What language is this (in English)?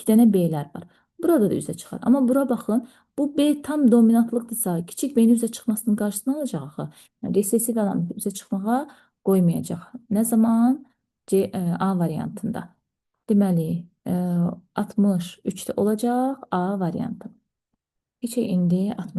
Azerbaijani